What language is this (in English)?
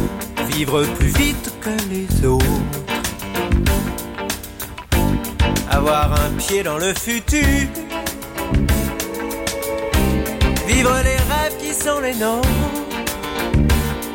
French